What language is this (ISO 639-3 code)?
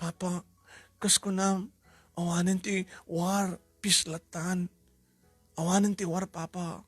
ilo